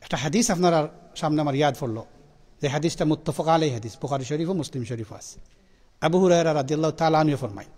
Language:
Sylheti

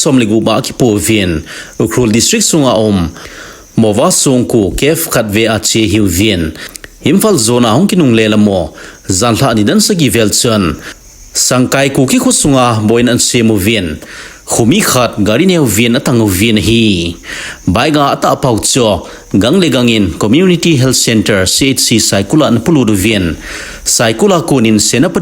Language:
Thado Chin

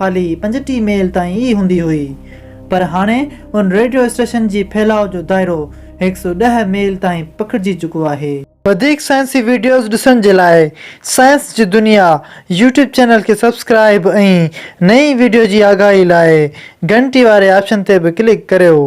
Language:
Sindhi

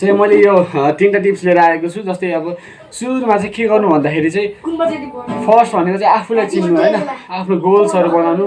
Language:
Nepali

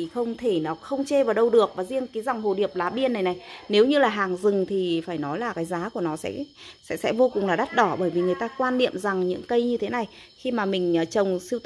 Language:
Vietnamese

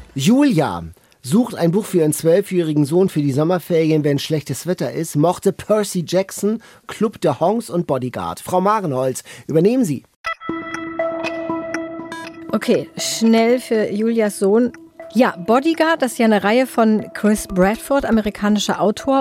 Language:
German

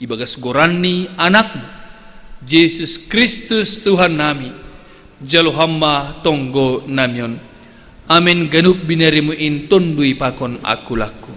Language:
Batak Simalungun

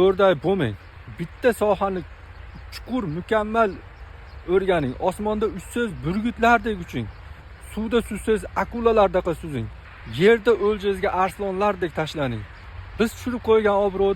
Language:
Uzbek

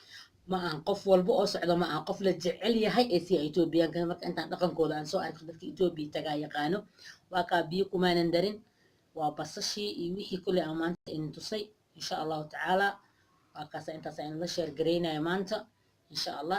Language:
Somali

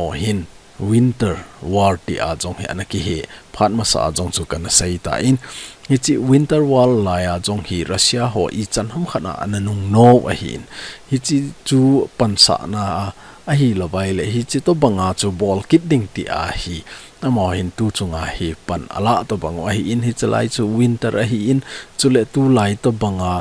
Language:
Thado Chin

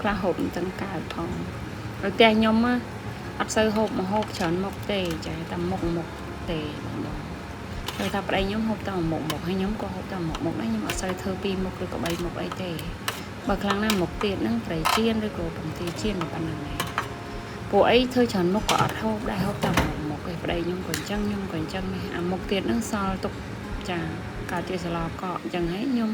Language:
Khmer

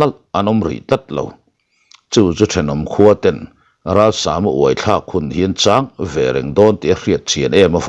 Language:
Mizo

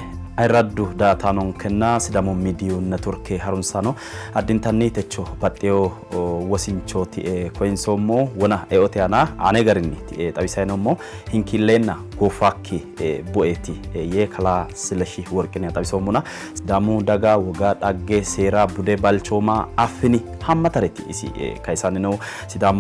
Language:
Sidamo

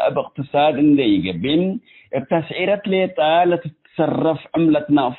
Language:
Tigre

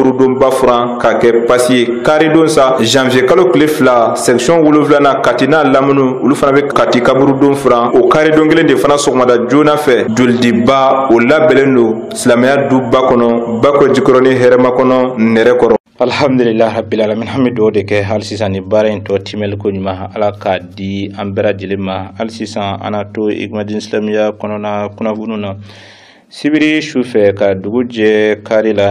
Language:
Bambara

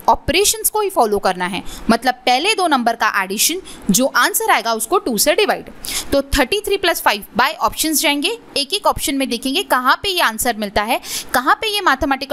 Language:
Hindi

